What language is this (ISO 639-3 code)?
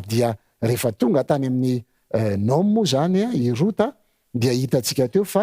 mlg